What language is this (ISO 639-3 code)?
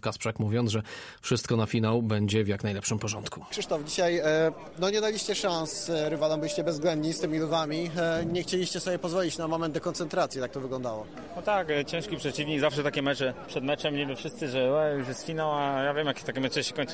pol